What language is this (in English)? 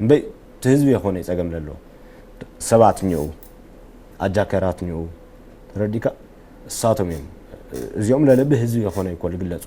Tigrinya